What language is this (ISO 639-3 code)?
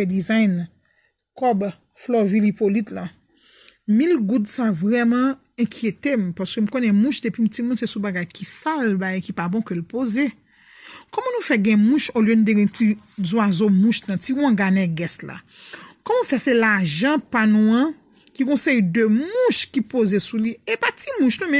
hat